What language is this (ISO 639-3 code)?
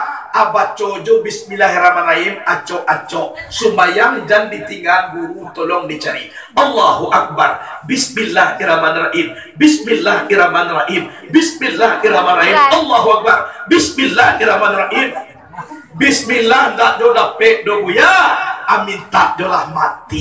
min